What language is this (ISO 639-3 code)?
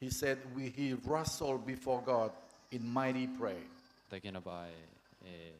gil